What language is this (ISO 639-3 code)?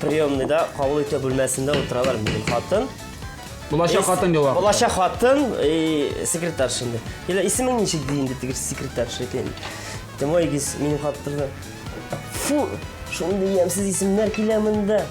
tat